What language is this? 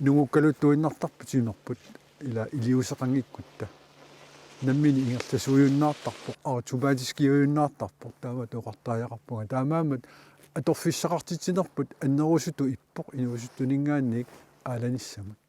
Kalaallisut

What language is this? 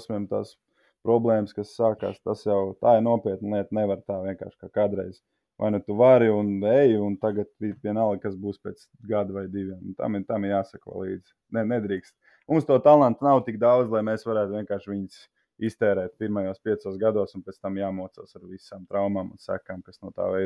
Latvian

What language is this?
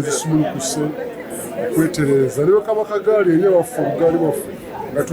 Ganda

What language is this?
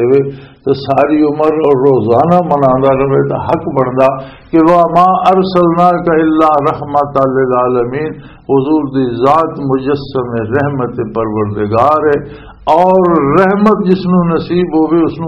Western Panjabi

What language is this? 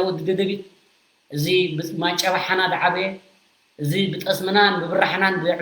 Tigrinya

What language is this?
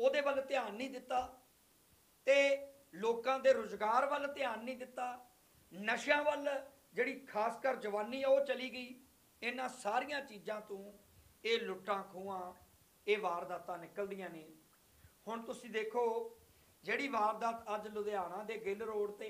Punjabi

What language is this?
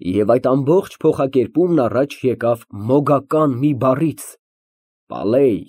Armenian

